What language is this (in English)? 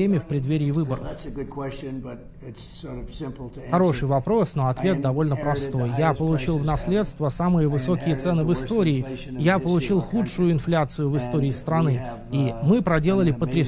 Russian